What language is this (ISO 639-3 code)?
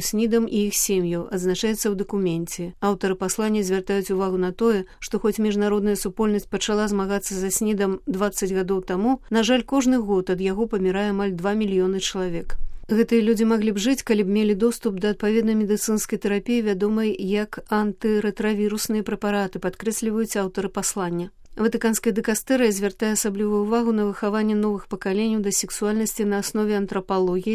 bel